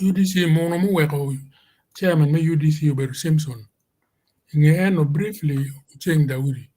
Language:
Acoli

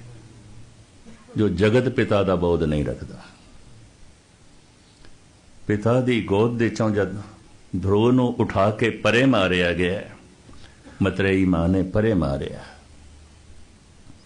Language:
Punjabi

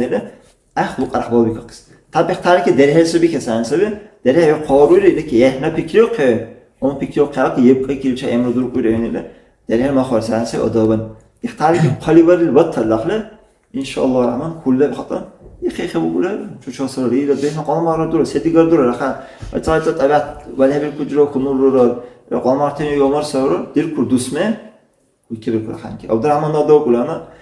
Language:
Dargwa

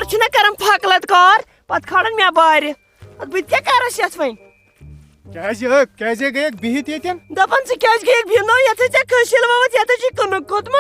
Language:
Kashmiri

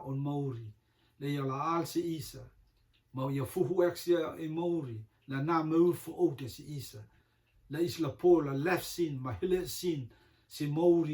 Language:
Rotuman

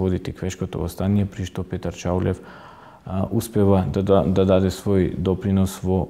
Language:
Macedonian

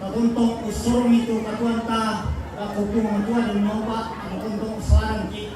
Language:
Toraja-Sa'dan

